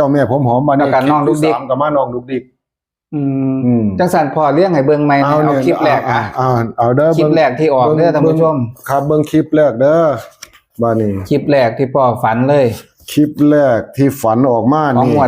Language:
Northeastern Thai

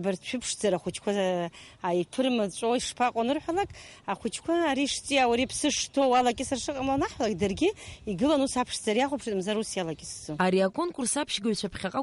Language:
Abkhazian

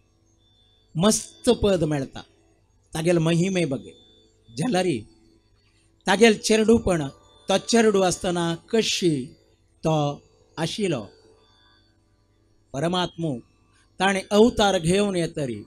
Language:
Konkani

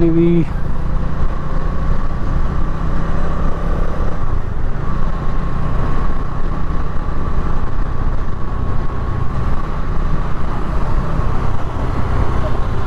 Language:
Kannada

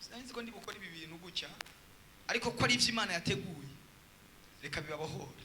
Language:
Rundi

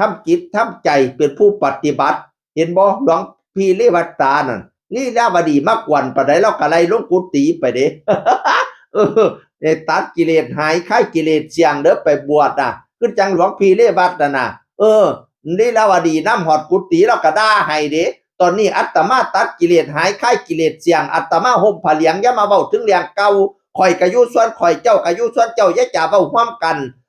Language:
Northeastern Thai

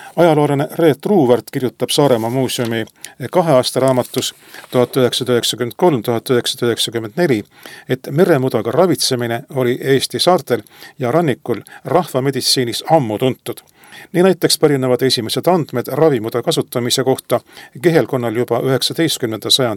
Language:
Estonian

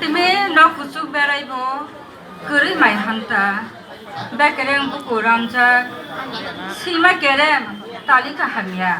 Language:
Kok Borok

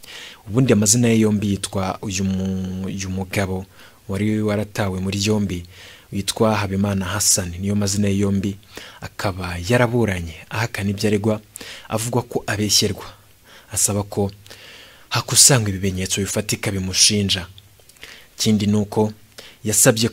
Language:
Kinyarwanda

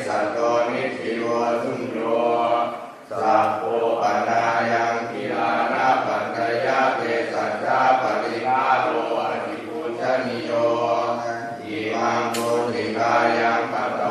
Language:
Pali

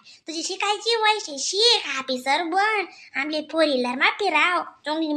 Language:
Khandesi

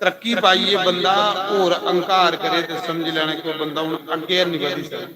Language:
Dogri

